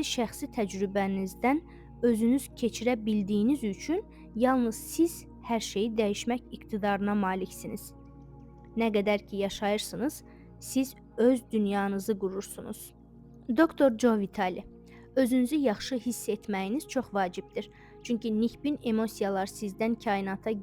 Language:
Azerbaijani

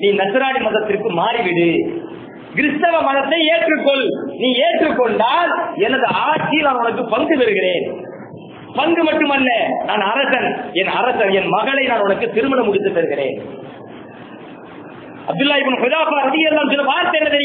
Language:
Tamil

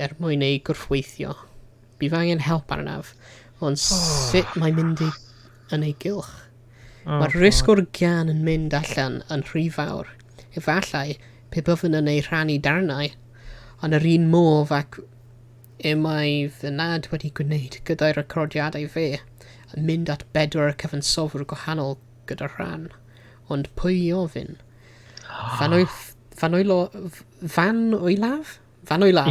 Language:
Welsh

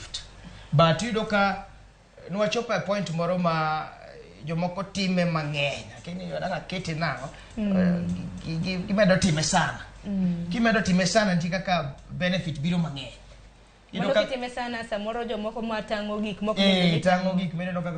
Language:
Luo (Kenya and Tanzania)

